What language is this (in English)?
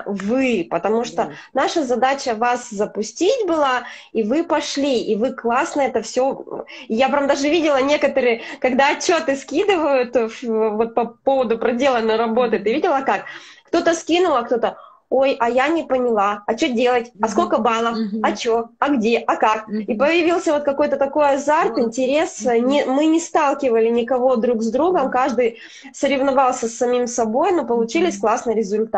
Russian